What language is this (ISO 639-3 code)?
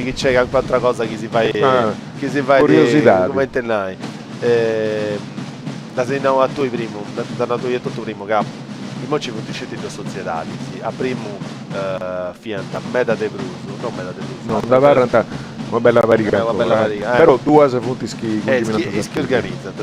srd